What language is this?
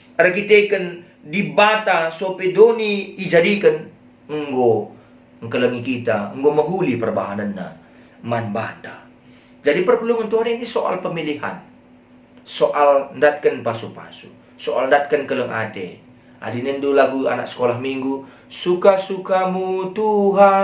Batak Karo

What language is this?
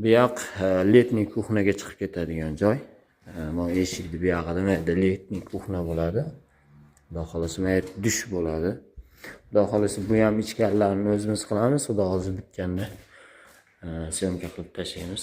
Uzbek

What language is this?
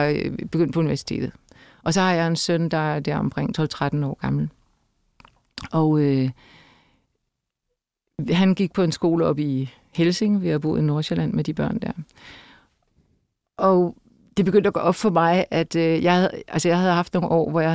Danish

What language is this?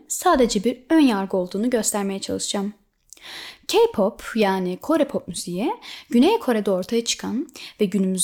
Turkish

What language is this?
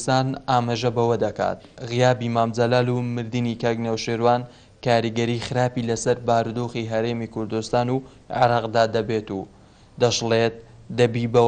Central Kurdish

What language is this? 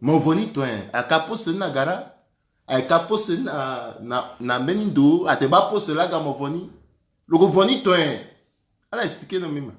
Sango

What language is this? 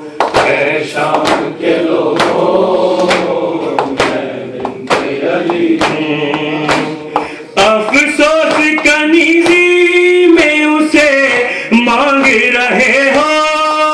Urdu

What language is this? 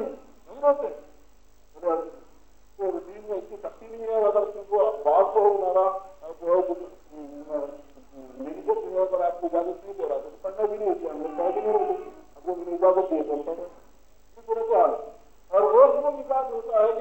Urdu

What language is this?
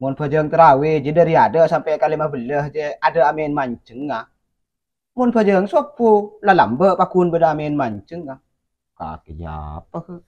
Madurese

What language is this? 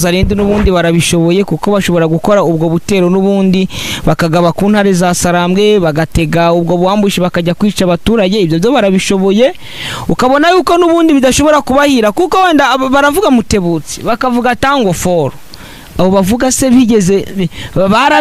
Kinyarwanda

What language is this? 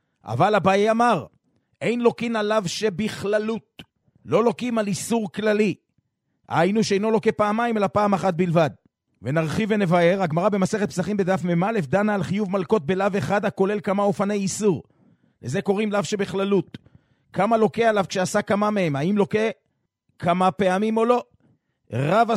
Hebrew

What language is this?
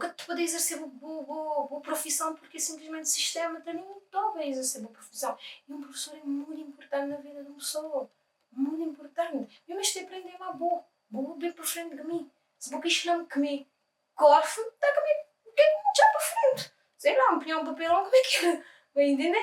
Kabuverdianu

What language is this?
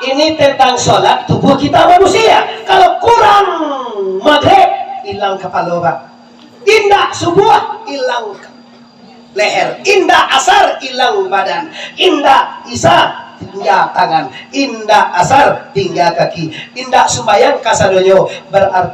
Minangkabau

